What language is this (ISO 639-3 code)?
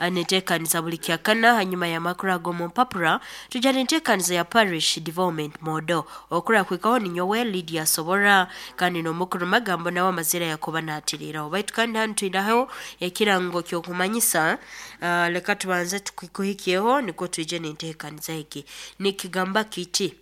nyo